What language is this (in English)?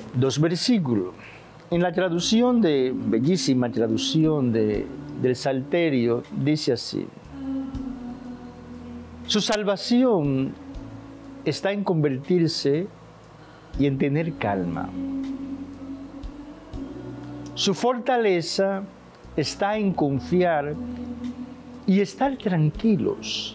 Spanish